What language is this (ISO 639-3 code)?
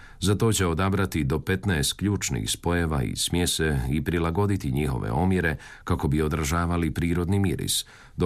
hrv